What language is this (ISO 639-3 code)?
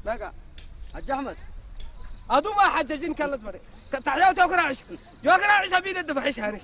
ssy